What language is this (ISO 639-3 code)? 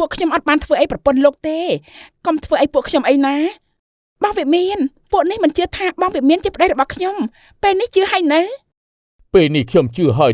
khm